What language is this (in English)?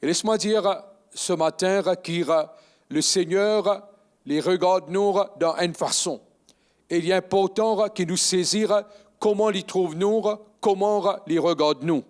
Morisyen